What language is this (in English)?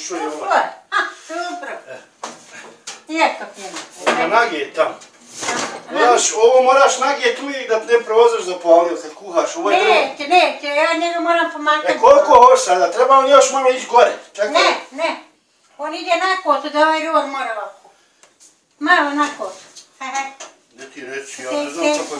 Bosnian